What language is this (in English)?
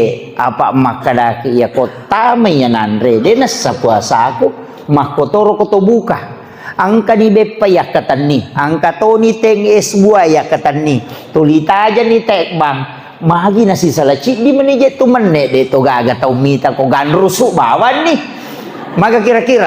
Buginese